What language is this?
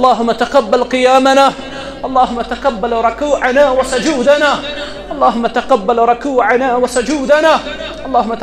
Kashmiri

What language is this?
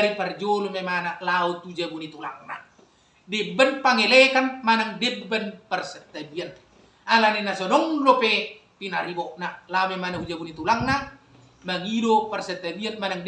Batak Toba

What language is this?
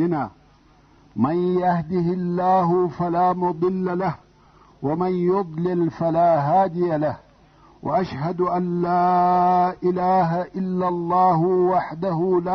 Pashto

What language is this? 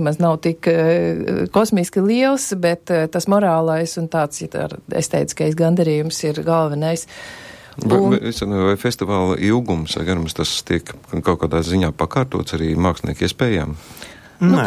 Latvian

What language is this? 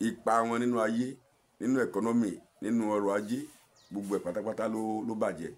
Yoruba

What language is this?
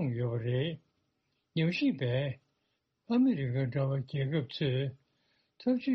Tibetan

